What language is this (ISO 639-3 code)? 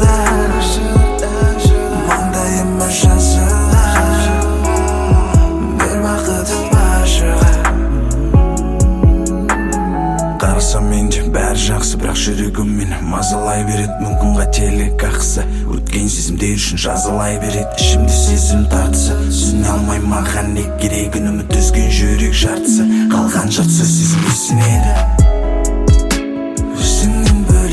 kaz